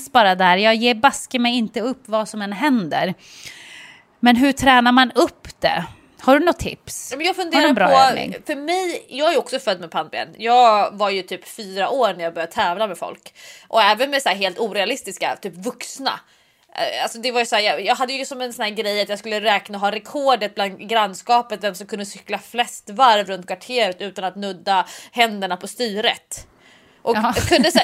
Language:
Swedish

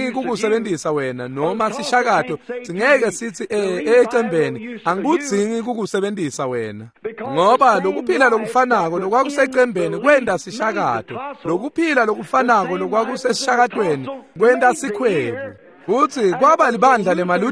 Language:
Swati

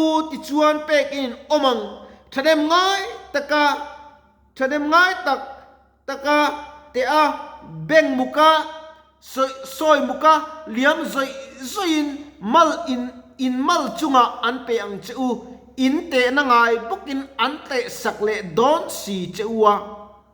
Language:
Mizo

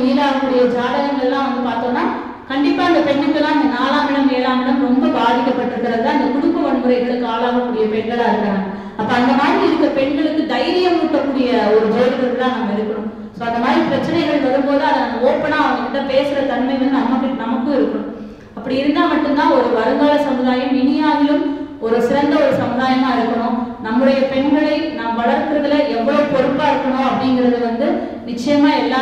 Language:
Tamil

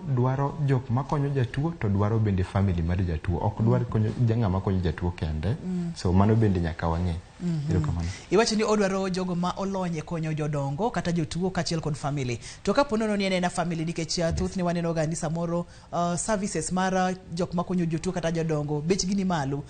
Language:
Luo (Kenya and Tanzania)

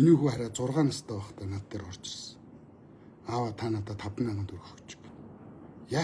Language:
Mongolian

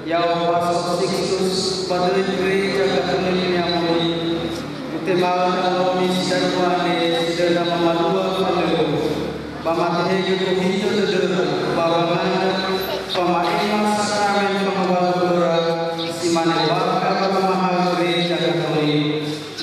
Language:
Nias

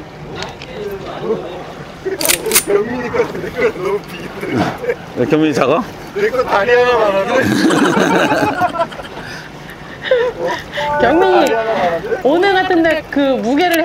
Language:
Korean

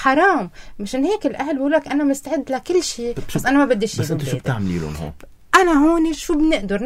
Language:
North Levantine Arabic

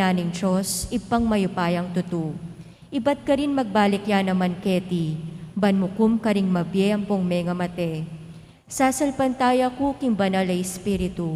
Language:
Pampanga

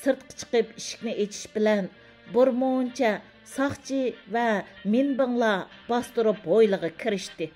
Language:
Uyghur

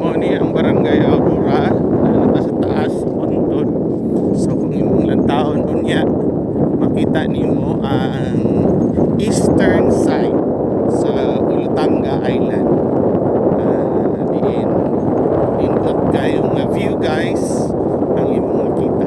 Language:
Cebuano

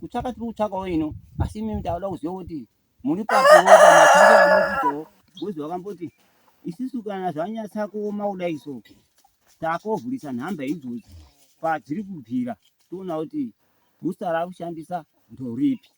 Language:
Shona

